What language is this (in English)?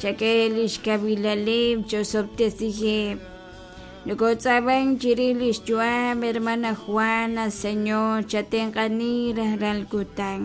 Kekchí